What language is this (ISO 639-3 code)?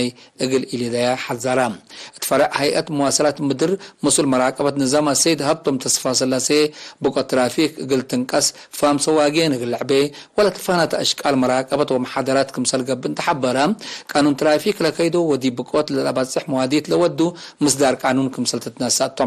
tig